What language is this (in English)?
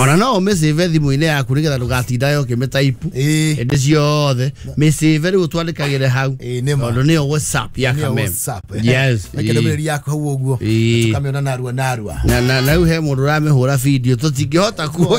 Kikuyu